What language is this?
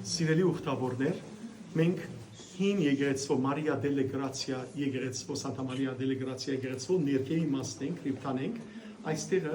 Western Armenian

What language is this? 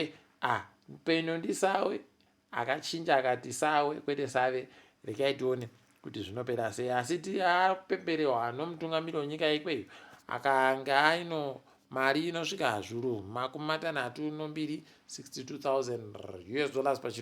Ndau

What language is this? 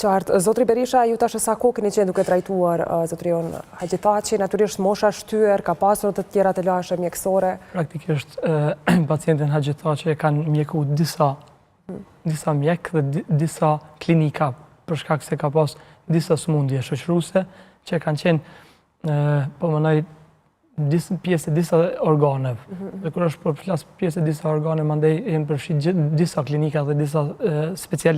Albanian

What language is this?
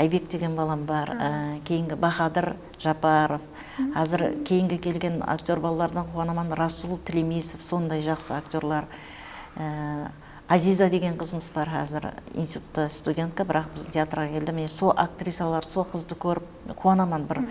Kara-Kalpak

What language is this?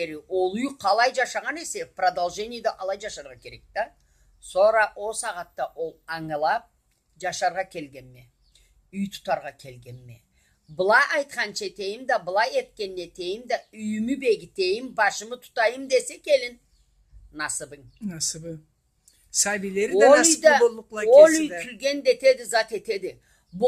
Karachay-Balkar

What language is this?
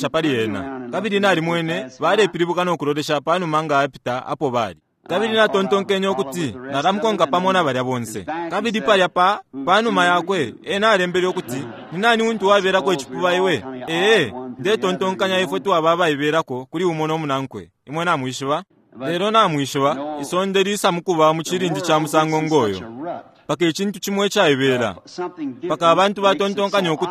Bemba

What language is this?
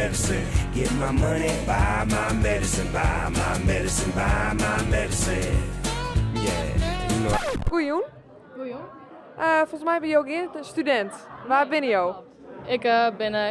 Western Frisian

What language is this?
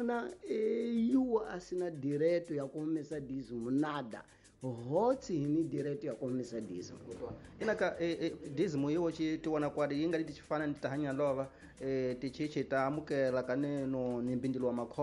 Tsonga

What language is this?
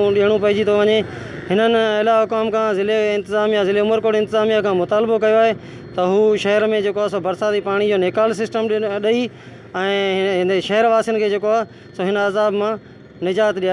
Sindhi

